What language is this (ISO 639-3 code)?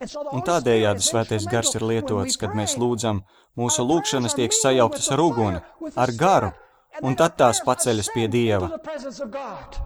lav